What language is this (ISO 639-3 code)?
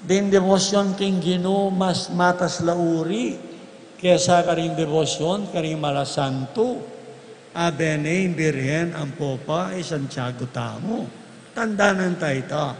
pam